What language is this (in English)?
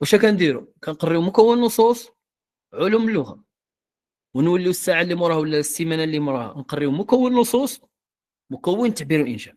Moroccan Arabic